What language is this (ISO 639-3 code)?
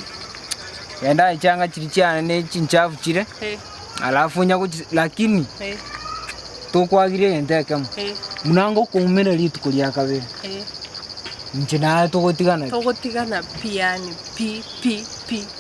guz